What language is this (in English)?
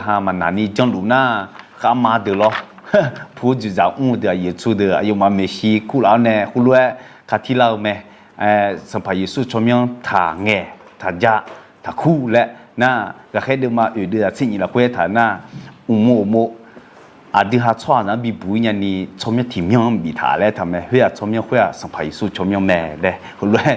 Akha